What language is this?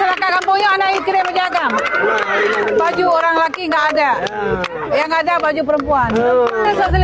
Achinese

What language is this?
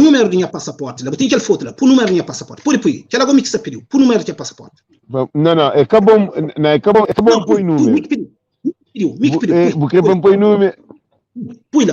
Kabuverdianu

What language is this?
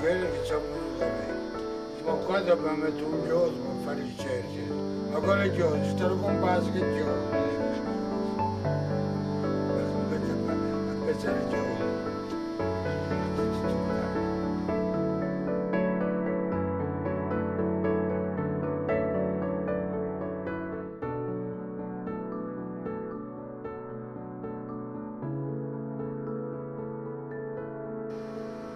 Italian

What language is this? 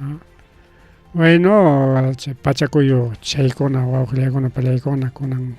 Ayacucho Quechua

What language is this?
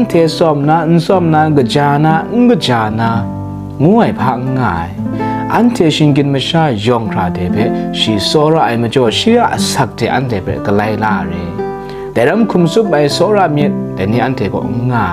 Kachin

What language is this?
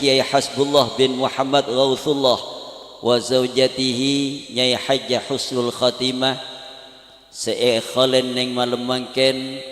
Madurese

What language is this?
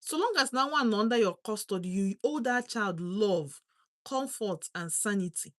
Igbo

